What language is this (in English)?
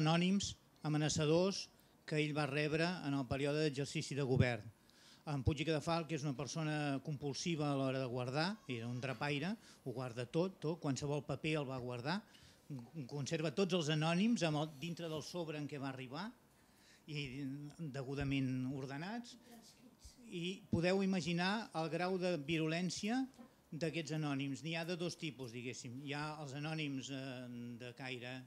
Catalan